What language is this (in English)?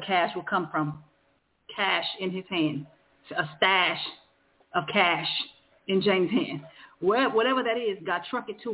English